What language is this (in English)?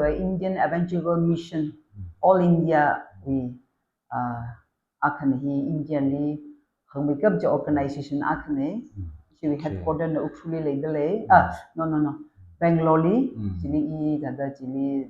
Tangkhul Naga (India)